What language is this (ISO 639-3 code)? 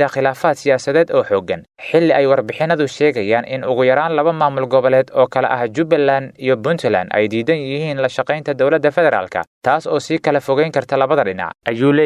som